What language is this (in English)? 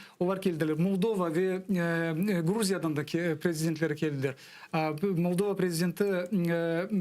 Crimean Tatar